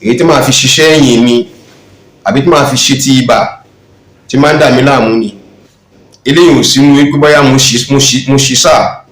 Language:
Yoruba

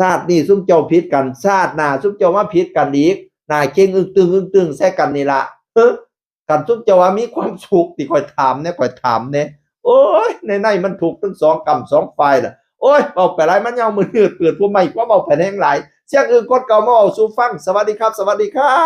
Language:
Northeastern Thai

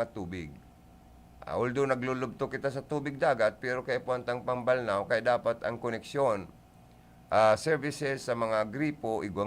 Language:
Bikol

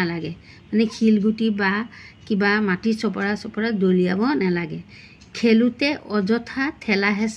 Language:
Assamese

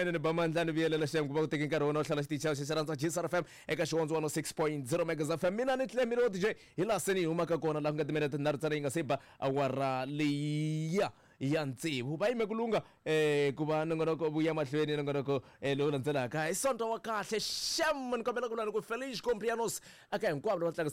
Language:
Tsonga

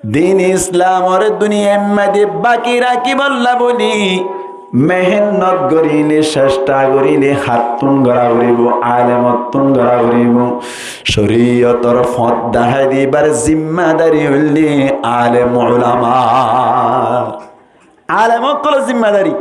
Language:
Rohingya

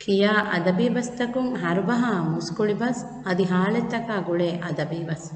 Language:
Divehi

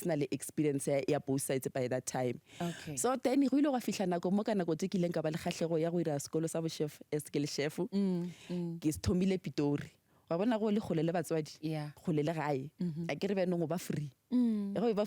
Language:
Northern Sotho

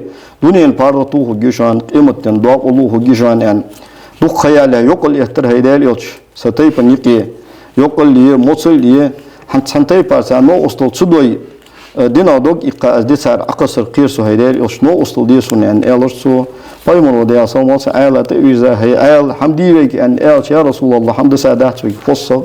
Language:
Ingush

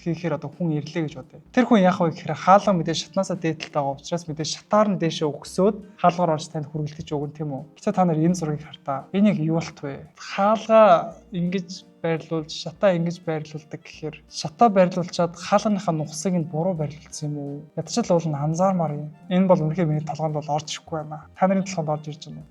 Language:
Mongolian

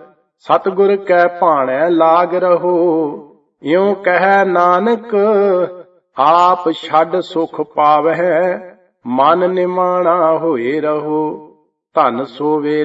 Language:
Punjabi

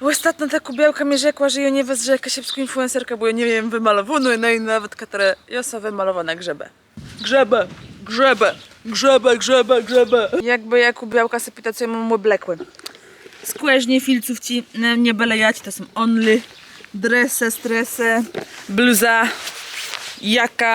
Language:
Kashubian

